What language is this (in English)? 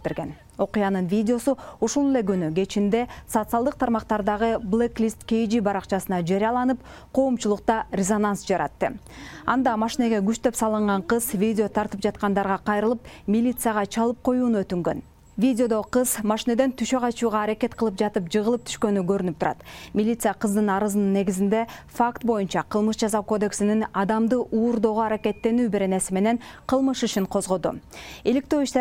Kyrgyz